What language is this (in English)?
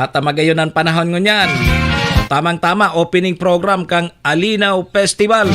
Bikol